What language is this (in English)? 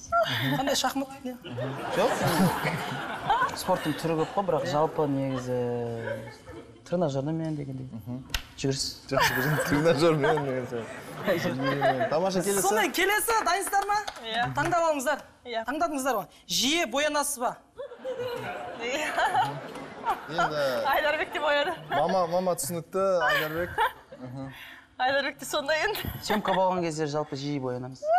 Kazakh